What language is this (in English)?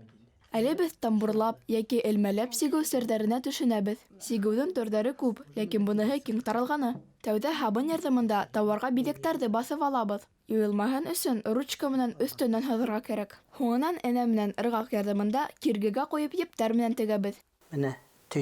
Bashkir